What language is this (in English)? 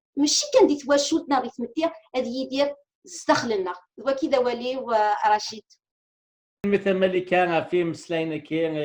Kabyle